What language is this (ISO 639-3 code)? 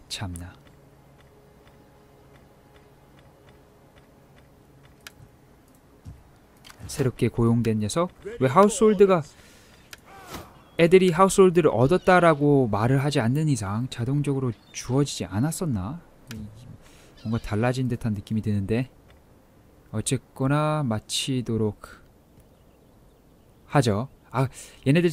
kor